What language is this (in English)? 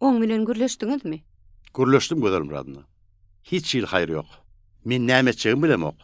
Turkmen